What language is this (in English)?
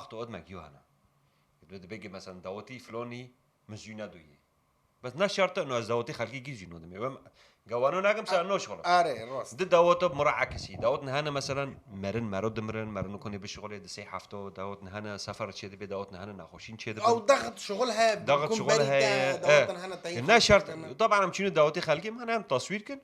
Kurdish